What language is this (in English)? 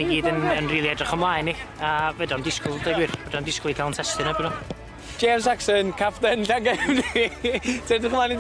Welsh